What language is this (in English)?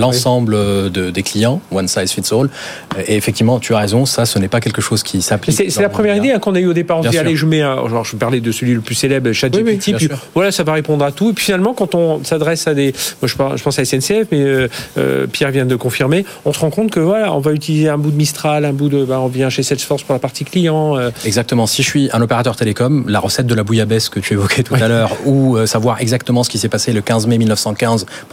French